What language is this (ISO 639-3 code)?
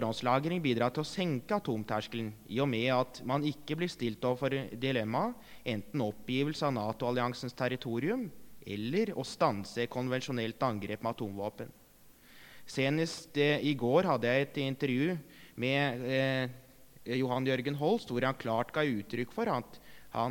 nor